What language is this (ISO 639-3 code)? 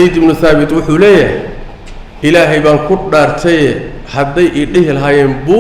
som